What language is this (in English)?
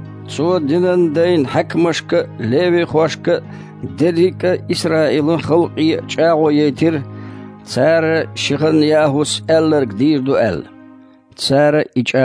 Chechen